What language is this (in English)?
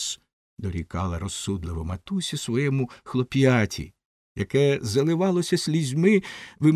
Ukrainian